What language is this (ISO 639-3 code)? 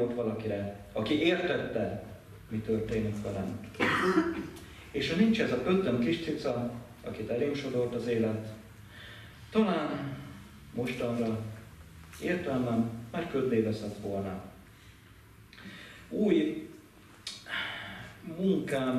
hun